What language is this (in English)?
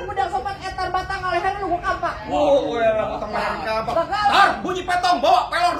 Betawi